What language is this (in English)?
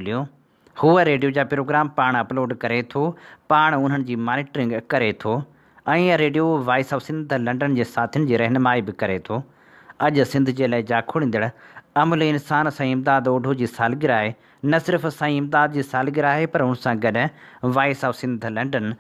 Sindhi